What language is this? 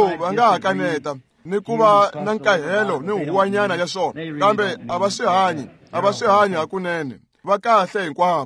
Tsonga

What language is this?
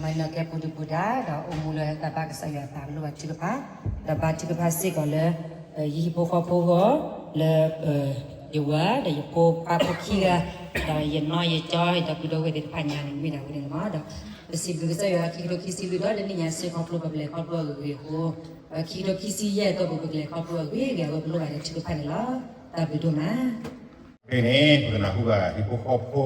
S'gaw Karen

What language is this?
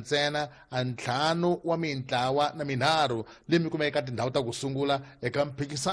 Tsonga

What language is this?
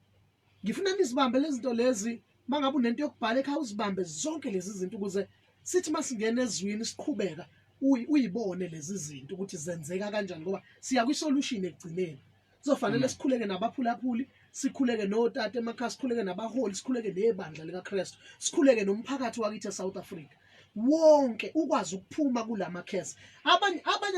Zulu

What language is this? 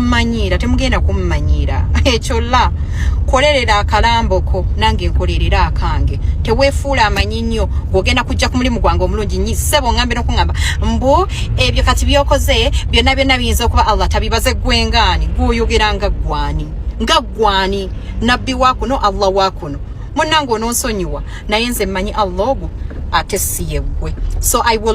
Ganda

